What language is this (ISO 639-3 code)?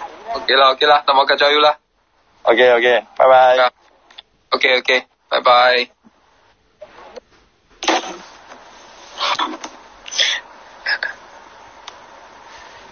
msa